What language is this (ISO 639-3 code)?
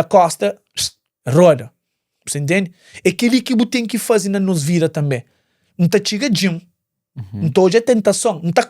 kea